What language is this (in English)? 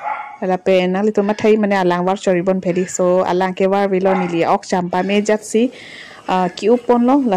Karbi